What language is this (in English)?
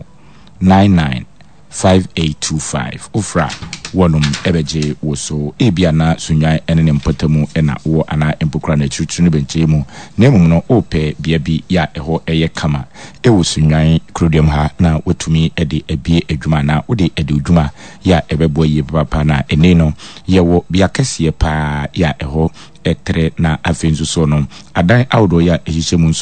Akan